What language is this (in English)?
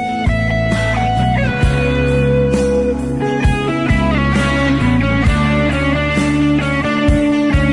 Akha